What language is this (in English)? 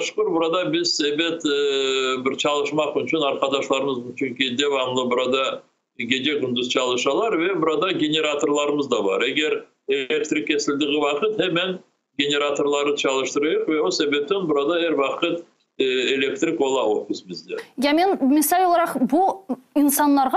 Crimean Tatar